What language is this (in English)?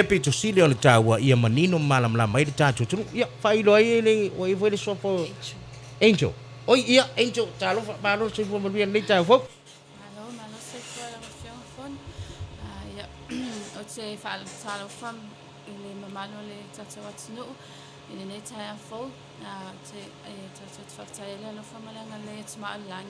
Samoan